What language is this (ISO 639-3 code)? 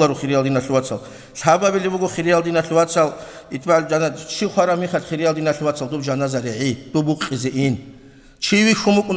ava